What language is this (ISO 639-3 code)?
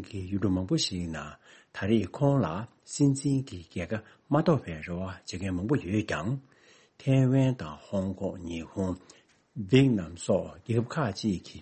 bod